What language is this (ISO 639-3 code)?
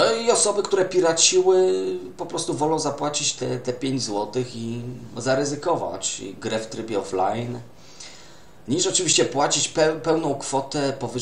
pol